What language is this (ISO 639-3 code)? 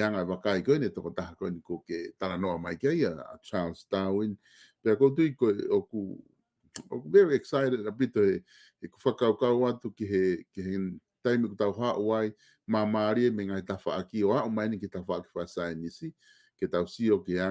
ton